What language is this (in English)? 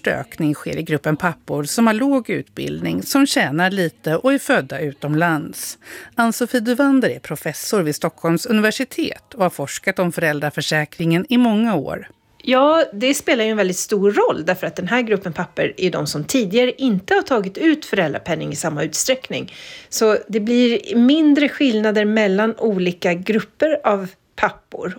Swedish